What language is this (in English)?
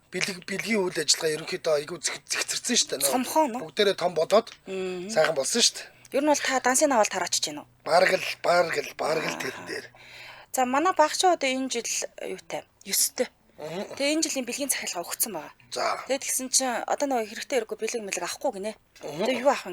Mongolian